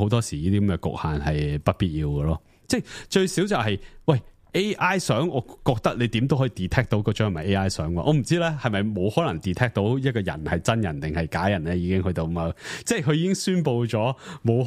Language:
Cantonese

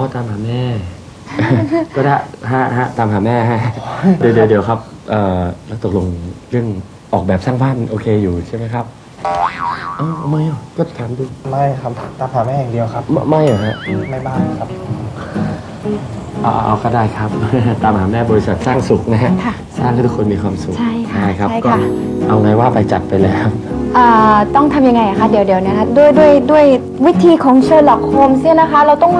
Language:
Thai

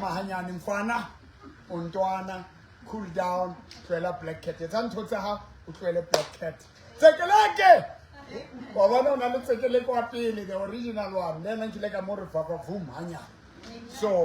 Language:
Southern Sotho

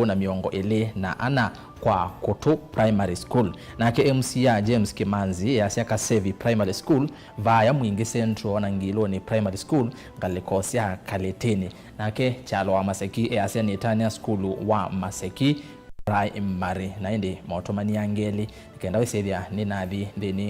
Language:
Kamba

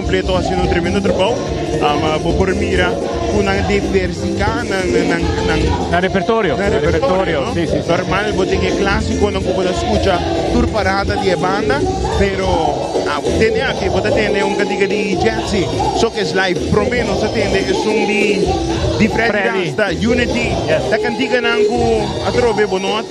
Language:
Papiamento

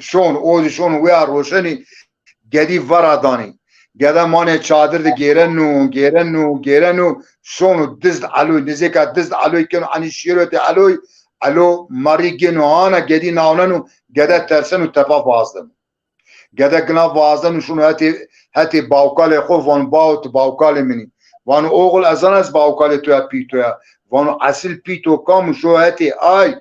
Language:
Zaza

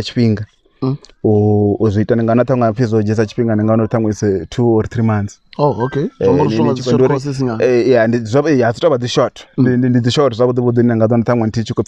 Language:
Venda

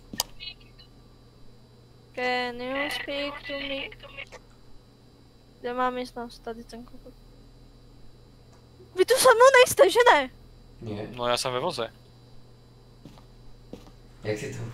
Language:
Czech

